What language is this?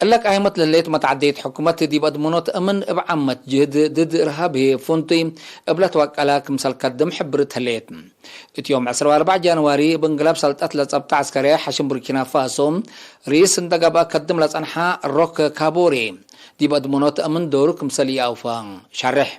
Tigre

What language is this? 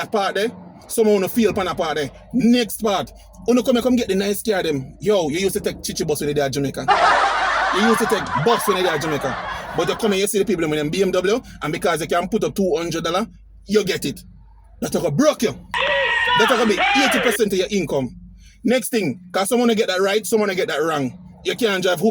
Jamaican Creole English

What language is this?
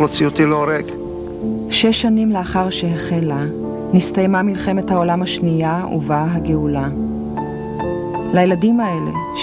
Hebrew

